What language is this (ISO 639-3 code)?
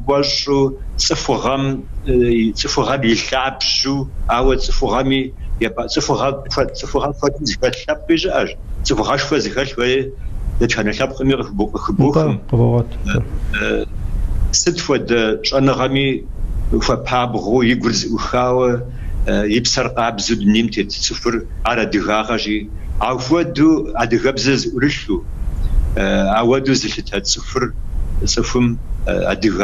kbd